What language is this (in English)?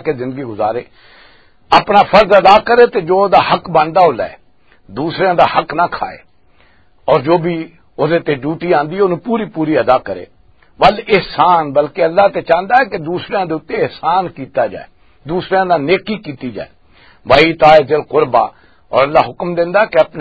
Western Panjabi